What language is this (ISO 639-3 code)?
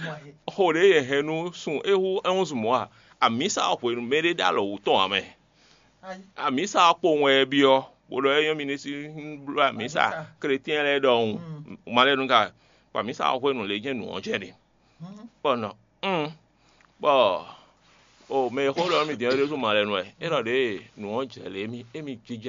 fon